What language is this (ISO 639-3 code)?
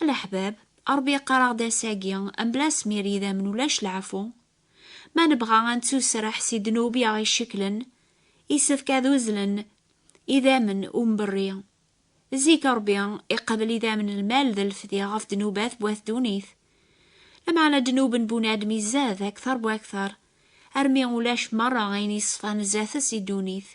kab